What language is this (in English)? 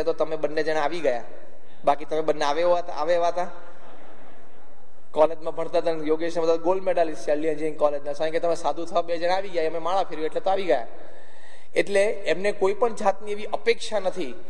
Gujarati